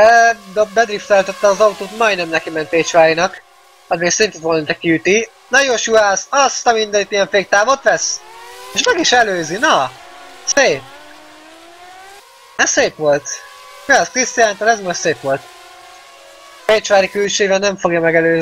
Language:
Hungarian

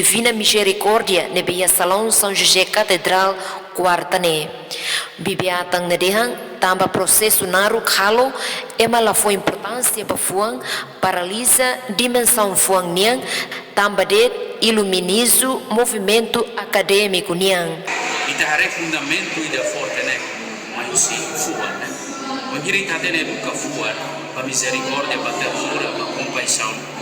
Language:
Tetum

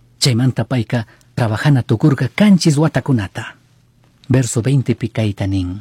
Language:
Chimborazo Highland Quichua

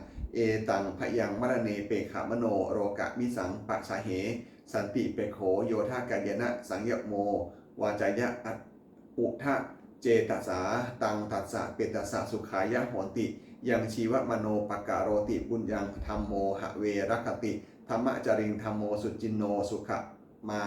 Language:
Pali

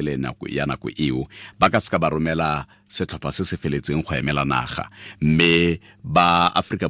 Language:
Tswana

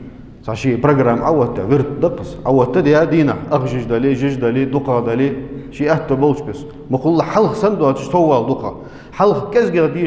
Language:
Ingush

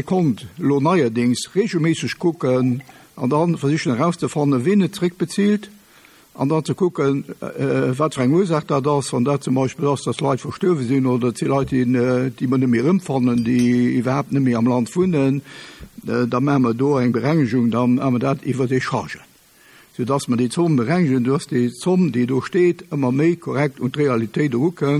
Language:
Luxembourgish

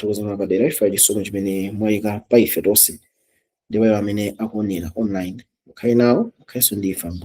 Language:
Nyanja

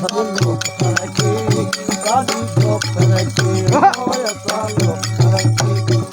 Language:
Saraiki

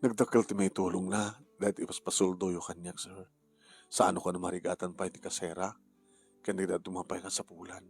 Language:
Iloko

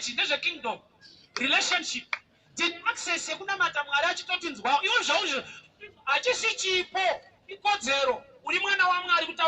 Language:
Shona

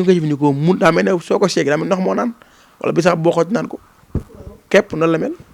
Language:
Wolof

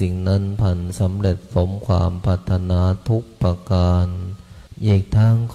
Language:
Pali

